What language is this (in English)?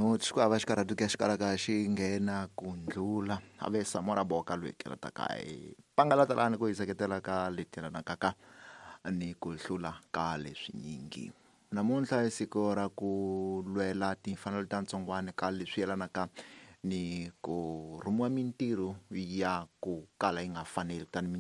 Tsonga